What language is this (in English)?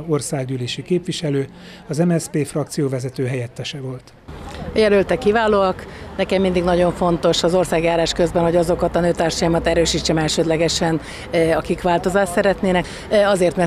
Hungarian